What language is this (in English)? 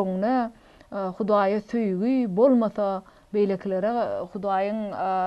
Turkmen